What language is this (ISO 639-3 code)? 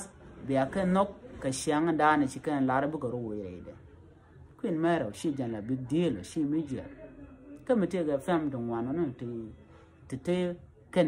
nus